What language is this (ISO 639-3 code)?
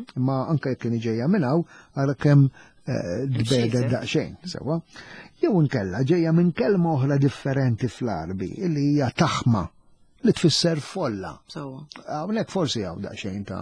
mlt